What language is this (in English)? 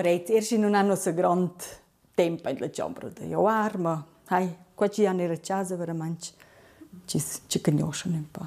Romansh